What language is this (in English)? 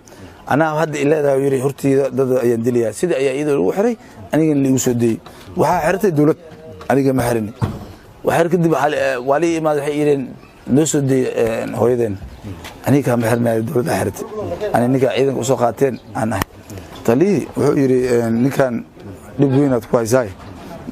Somali